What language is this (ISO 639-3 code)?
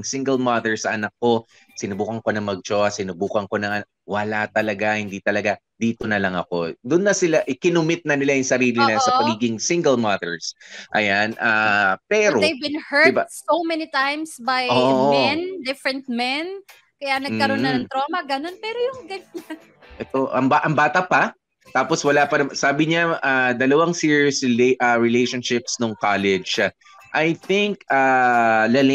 fil